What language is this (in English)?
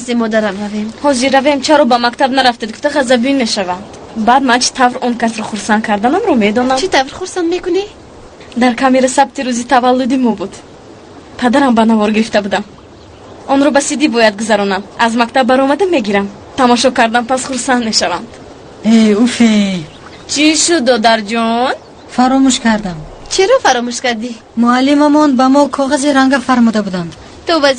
Tajik